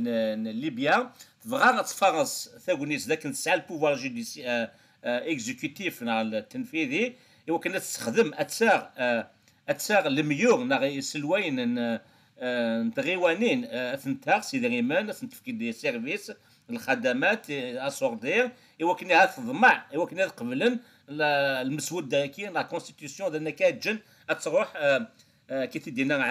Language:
Kabyle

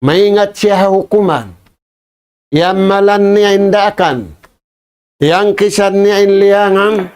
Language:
Tausug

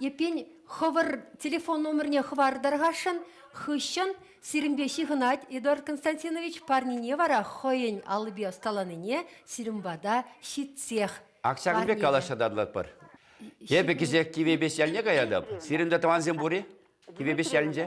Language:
Chuvash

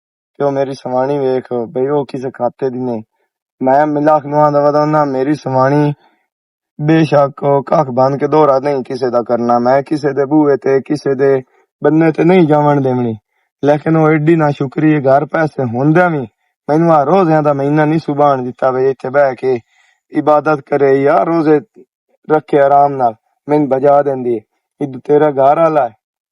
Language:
Western Panjabi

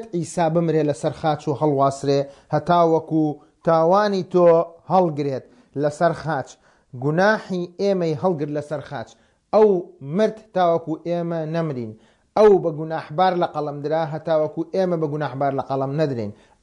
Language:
Central Kurdish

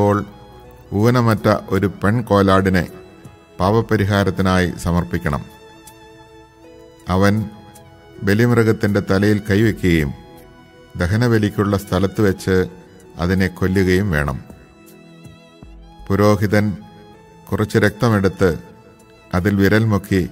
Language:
Malayalam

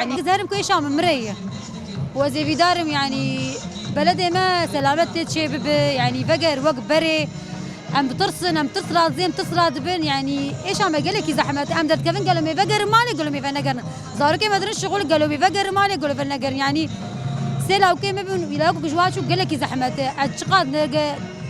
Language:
Kurdish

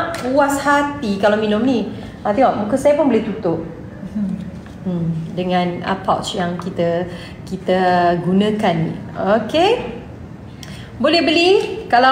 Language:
Malay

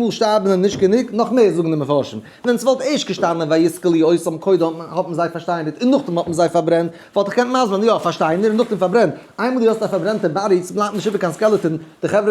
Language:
Yiddish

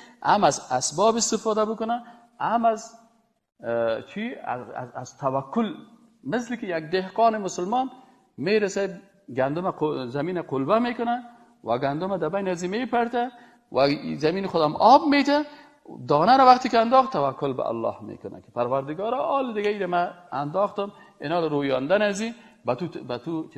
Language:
Persian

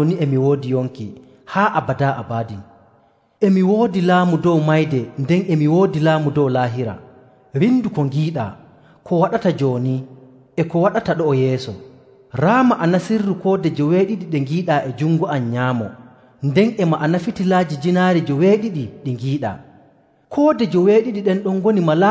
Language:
Nigerian Fulfulde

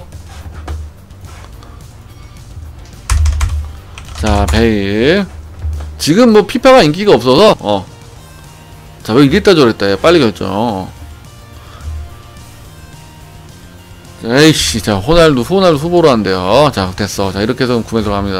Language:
Korean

